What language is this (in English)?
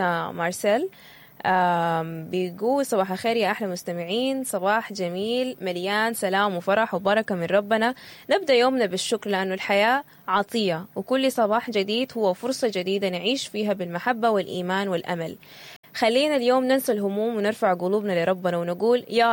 Sudanese Arabic